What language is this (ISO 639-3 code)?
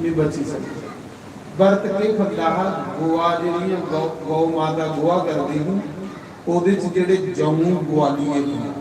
doi